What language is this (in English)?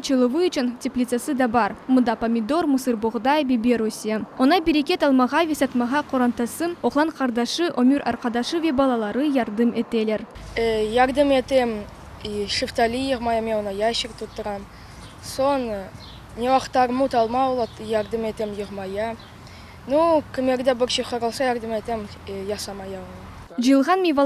Crimean Tatar